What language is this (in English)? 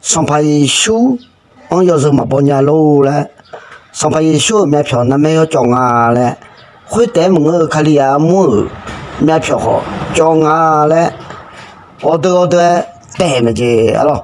Akha